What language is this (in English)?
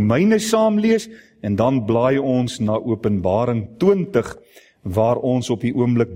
Afrikaans